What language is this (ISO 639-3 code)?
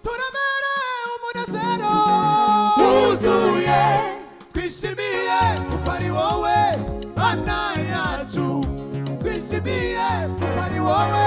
kin